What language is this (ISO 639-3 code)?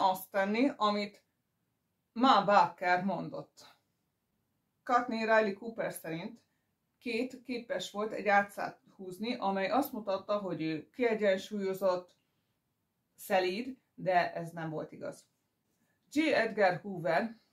hun